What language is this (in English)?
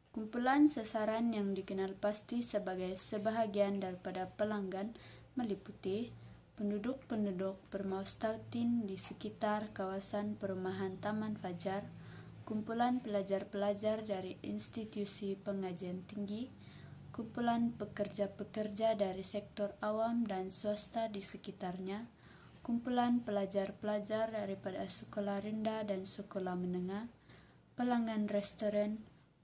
Malay